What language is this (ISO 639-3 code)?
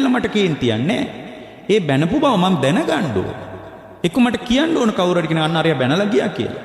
sin